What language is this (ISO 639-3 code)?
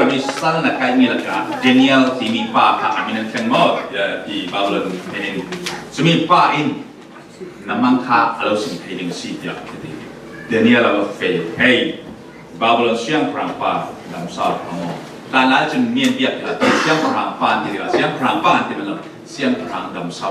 cfm